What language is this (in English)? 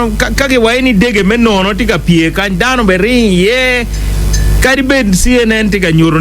Acoli